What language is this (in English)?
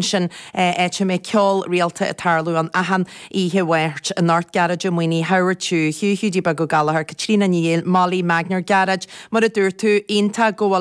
Irish